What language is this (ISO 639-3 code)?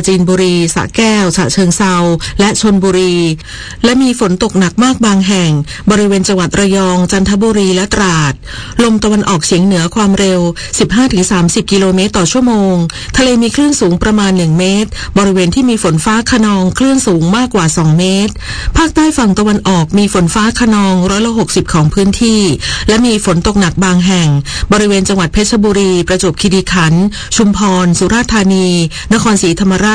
tha